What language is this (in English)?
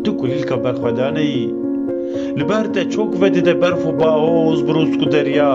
Kurdish